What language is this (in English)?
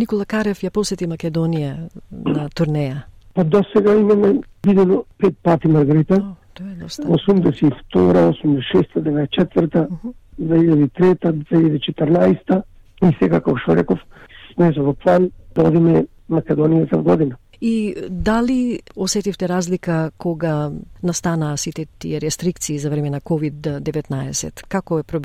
Macedonian